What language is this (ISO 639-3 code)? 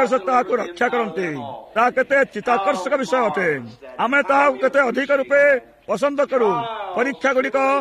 ori